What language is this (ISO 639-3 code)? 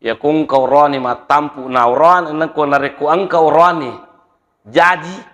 bug